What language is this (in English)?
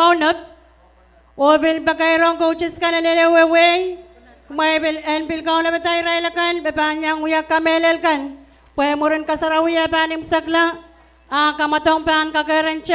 Pohnpeian